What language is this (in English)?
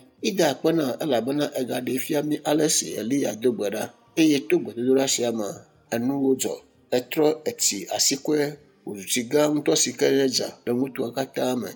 Ewe